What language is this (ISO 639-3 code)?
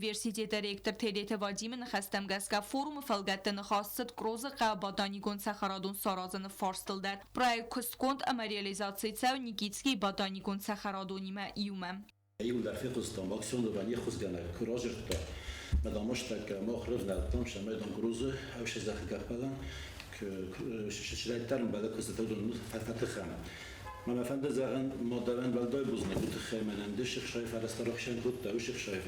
oss